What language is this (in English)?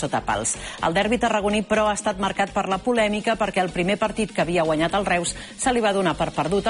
Catalan